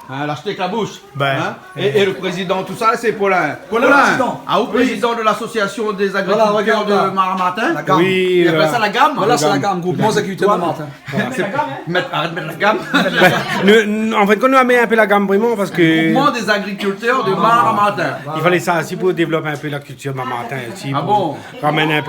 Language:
Réunion Creole French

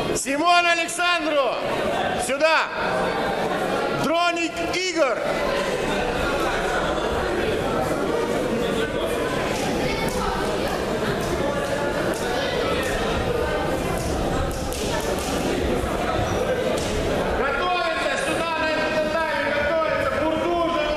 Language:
Russian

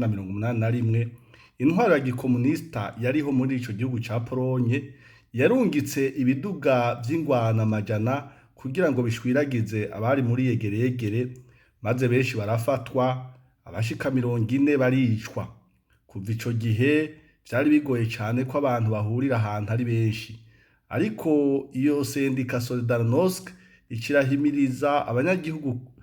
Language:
Rundi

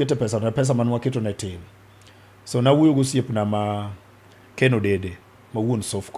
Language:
Luo (Kenya and Tanzania)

